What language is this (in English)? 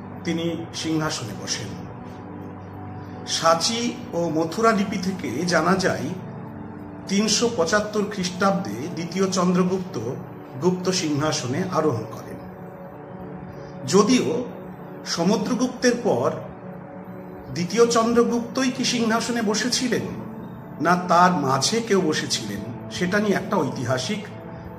Bangla